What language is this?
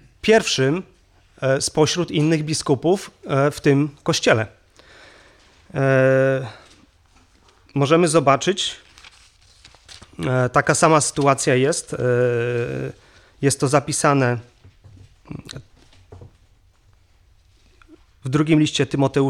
Polish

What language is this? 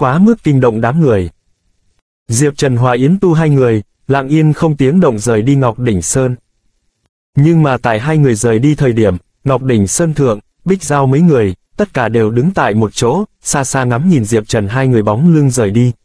Vietnamese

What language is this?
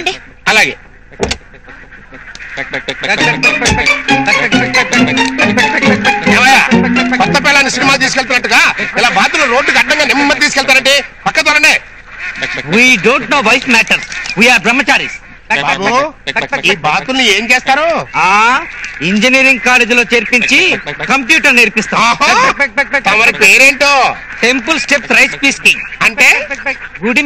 Telugu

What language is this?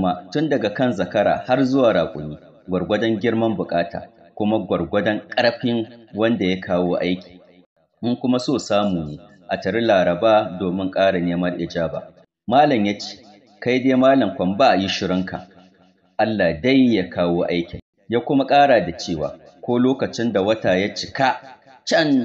Hausa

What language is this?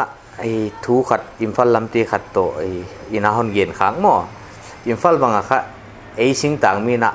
Paite Chin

